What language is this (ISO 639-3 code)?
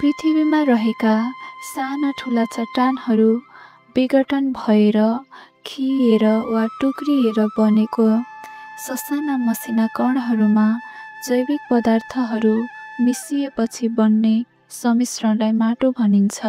nep